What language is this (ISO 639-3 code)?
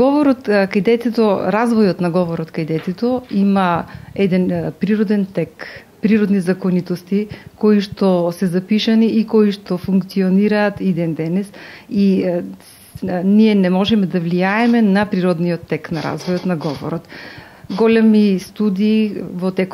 mkd